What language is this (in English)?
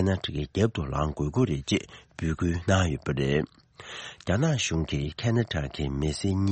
Tibetan